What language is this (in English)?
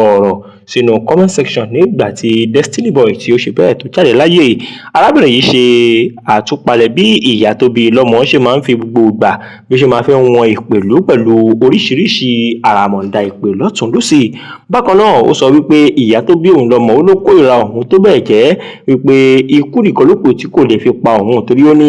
Yoruba